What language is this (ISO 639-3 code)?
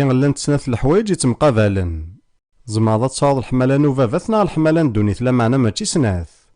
kab